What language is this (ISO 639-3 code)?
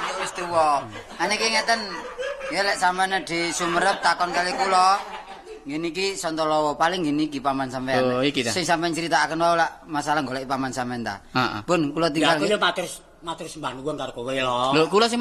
jav